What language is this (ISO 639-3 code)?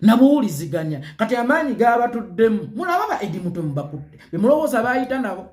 lug